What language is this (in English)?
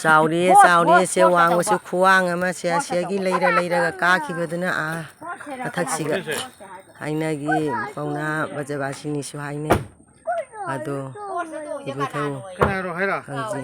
Manipuri